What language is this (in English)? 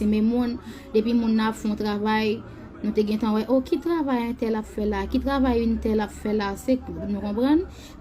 Haitian Creole